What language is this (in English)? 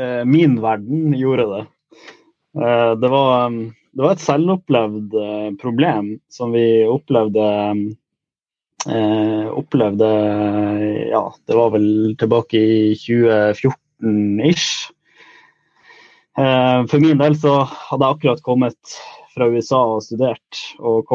Norwegian